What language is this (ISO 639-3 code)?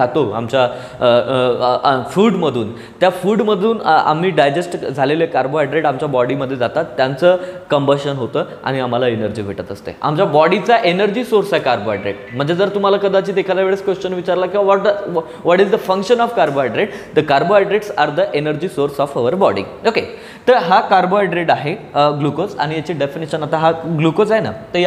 mar